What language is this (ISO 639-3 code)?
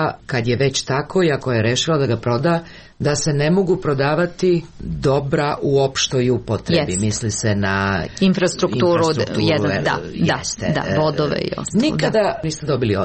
srp